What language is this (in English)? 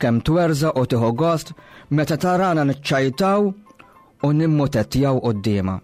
Maltese